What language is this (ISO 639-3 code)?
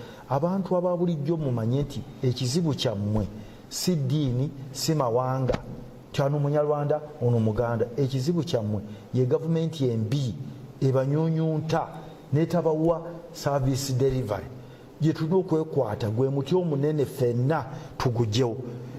lug